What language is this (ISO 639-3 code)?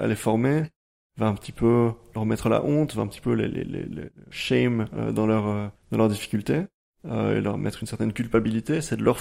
fra